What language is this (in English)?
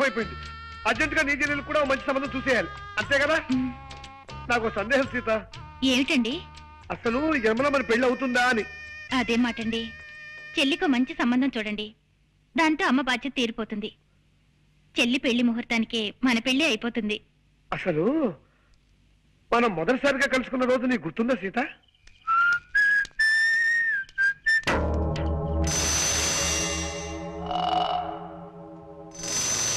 Telugu